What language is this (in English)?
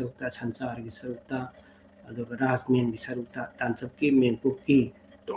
Manipuri